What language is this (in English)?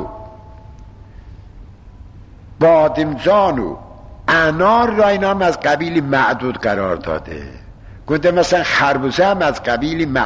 Persian